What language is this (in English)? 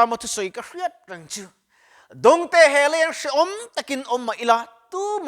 Mizo